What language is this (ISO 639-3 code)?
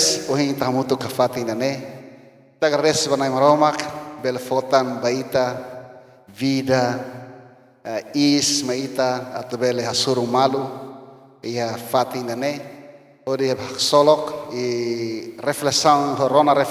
tet